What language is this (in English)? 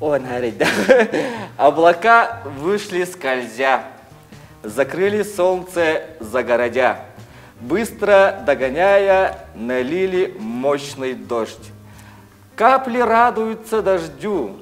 Yakut